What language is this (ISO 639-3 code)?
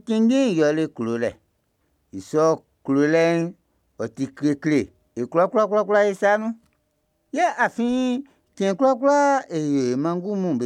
bci